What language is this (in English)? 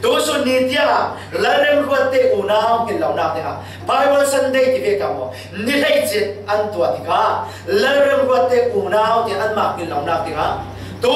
Falam Chin